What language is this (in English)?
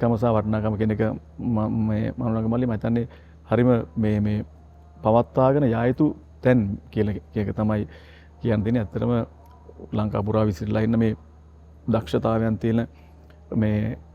Sinhala